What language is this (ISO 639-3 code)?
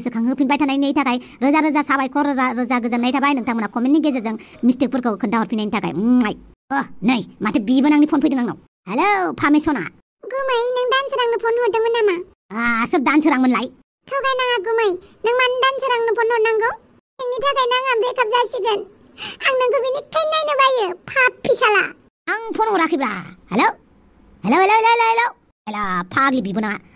brx